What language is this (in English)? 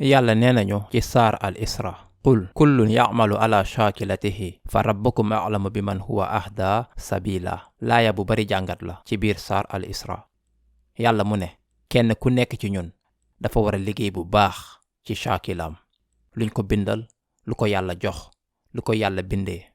Wolof